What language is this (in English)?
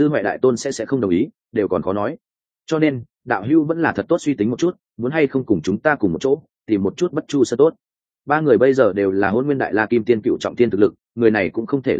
Vietnamese